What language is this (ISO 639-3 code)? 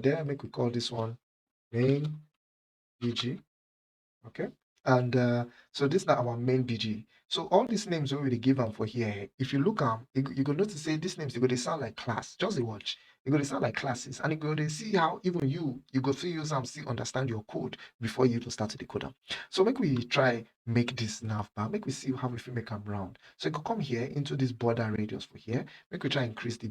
pcm